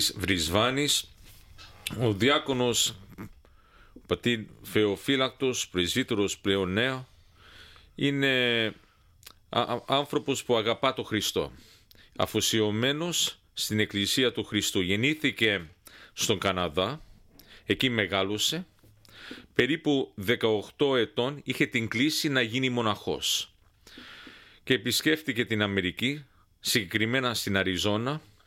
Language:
Greek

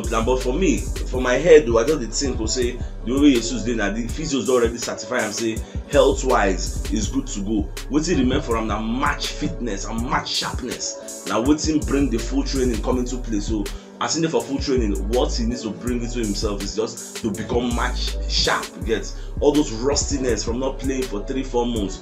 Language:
Nigerian Pidgin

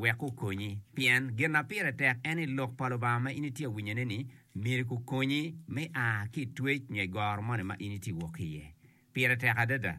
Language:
Acoli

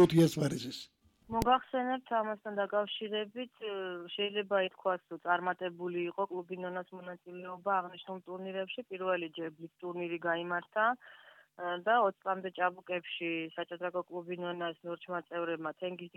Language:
Georgian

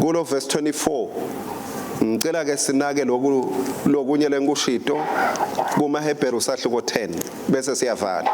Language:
Swati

